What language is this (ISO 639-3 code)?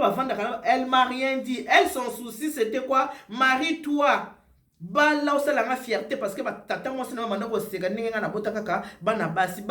lin